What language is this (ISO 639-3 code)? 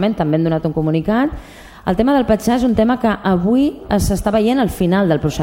cat